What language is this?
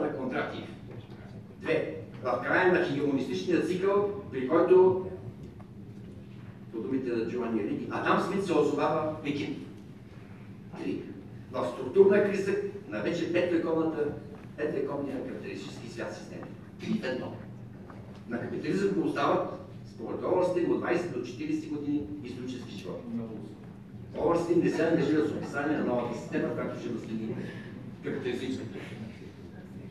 Bulgarian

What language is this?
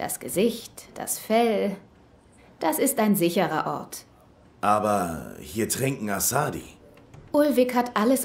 Swiss German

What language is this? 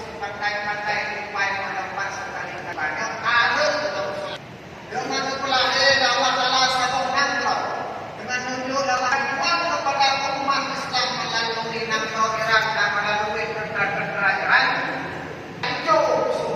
Achinese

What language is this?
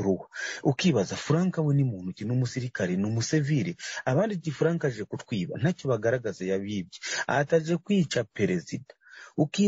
Kinyarwanda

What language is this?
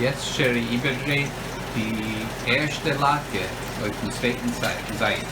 Yiddish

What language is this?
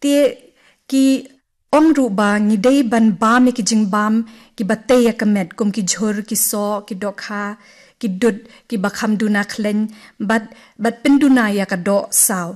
Khasi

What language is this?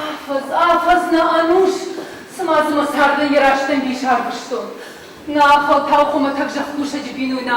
Ossetic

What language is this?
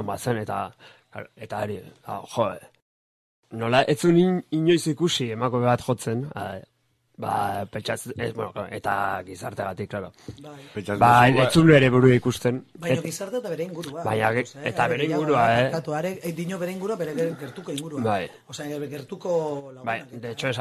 Basque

